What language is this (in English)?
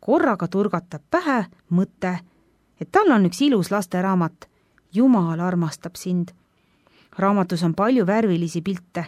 Estonian